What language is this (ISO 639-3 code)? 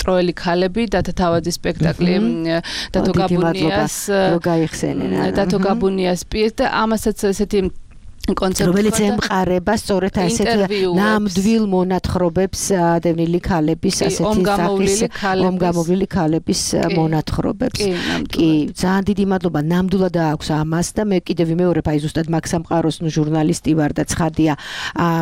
kat